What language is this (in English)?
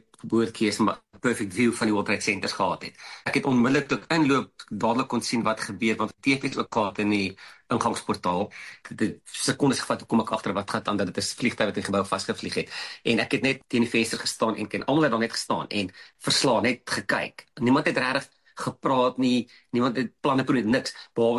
Afrikaans